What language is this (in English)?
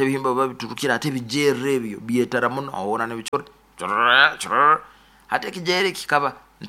Nyoro